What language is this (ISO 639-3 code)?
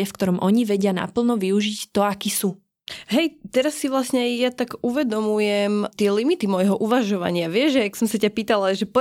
slk